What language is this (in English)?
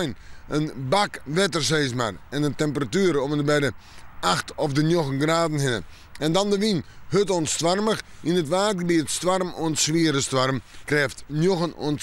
Western Frisian